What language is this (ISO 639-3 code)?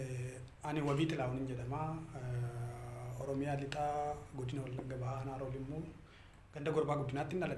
orm